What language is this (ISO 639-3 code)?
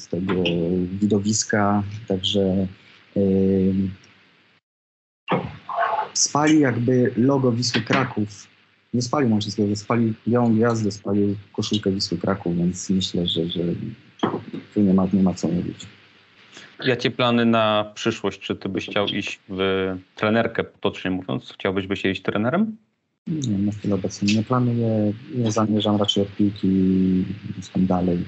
pol